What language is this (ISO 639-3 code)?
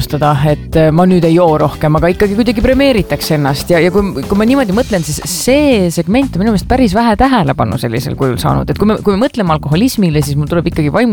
est